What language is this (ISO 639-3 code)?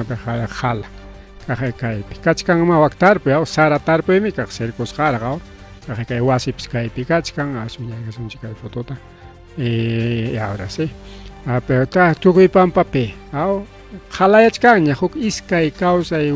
quy